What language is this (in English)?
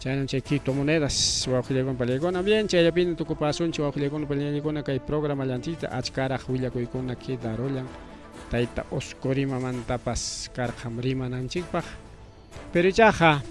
Ayacucho Quechua